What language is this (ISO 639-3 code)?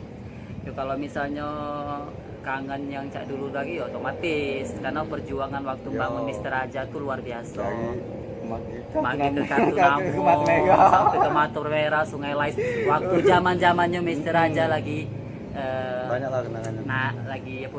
mui